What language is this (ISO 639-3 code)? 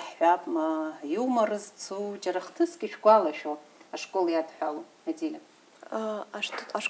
abk